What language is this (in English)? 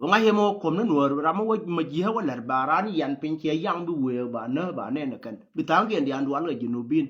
Nuer